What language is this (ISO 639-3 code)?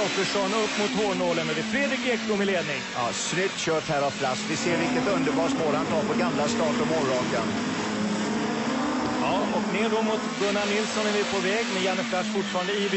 swe